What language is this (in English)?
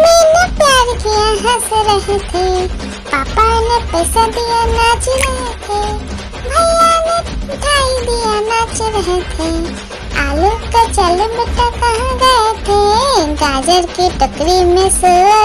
Hindi